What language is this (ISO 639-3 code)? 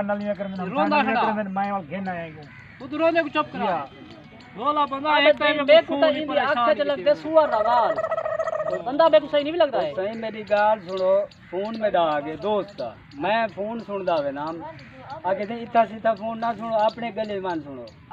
skr